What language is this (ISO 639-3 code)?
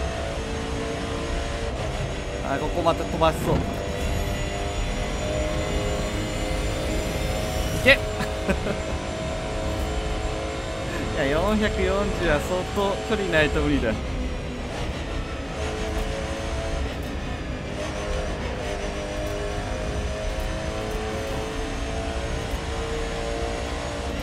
jpn